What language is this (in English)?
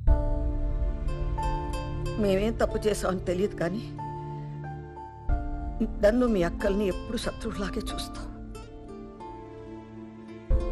Telugu